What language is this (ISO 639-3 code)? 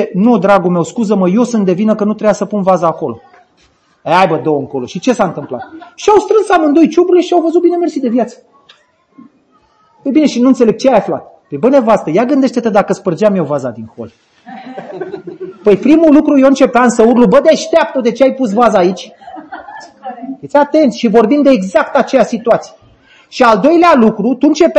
ron